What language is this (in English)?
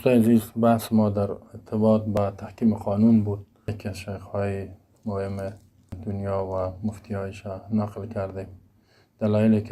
Persian